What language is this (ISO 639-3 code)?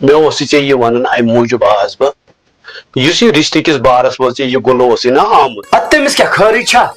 kas